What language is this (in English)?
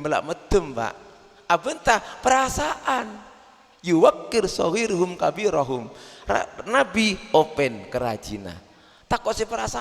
Madurese